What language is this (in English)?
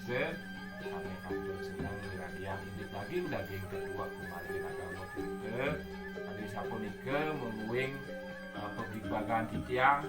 Balinese